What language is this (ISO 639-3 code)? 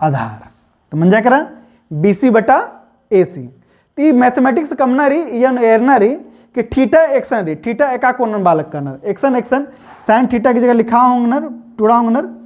kru